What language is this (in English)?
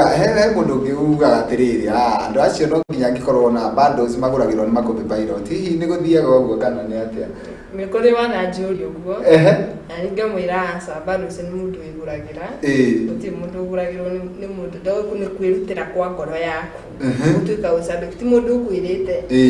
Kikuyu